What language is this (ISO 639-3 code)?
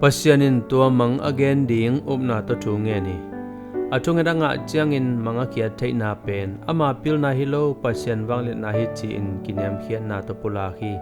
ctd